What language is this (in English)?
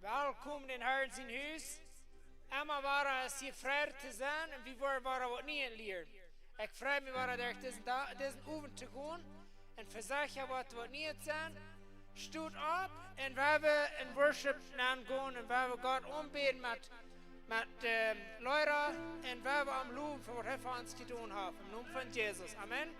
Plautdietsch